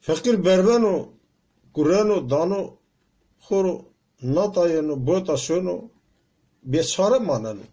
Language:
Zaza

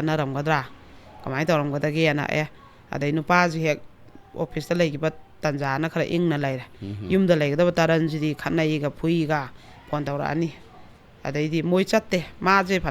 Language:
Manipuri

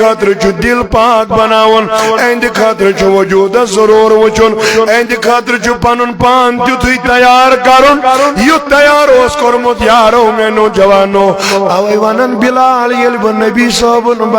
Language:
Kashmiri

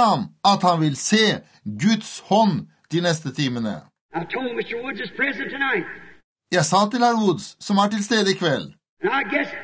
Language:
Norwegian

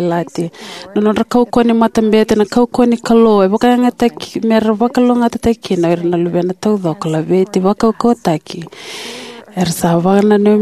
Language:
Fijian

